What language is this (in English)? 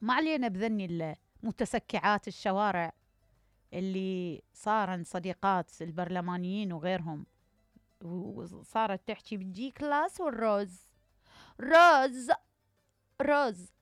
Mesopotamian Arabic